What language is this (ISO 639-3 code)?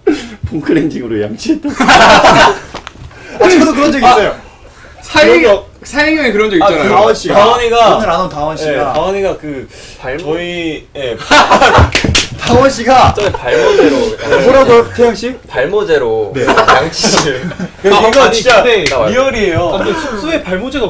kor